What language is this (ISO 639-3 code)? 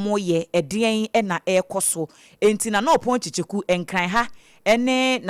aka